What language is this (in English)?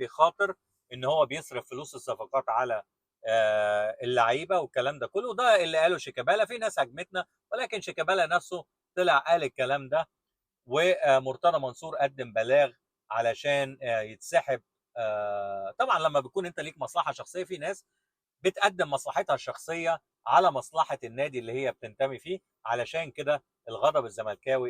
Egyptian Arabic